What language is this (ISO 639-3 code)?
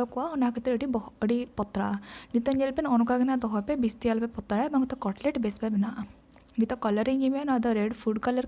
sat